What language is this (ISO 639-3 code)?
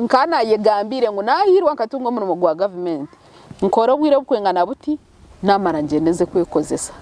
nyn